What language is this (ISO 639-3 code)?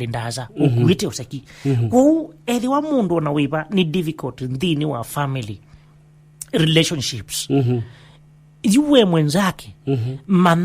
kam